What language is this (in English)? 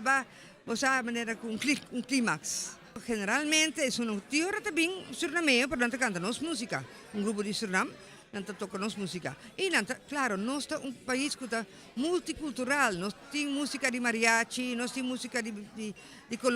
Papiamento